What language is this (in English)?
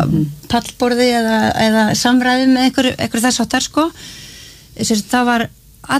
Icelandic